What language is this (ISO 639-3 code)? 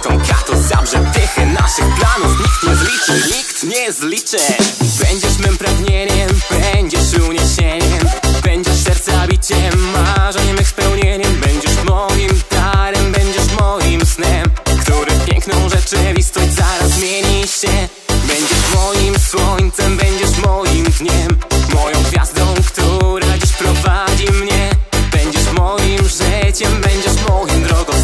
pol